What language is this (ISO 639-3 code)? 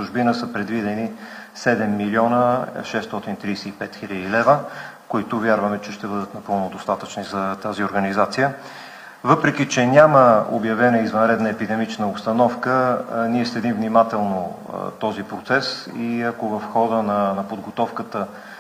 bul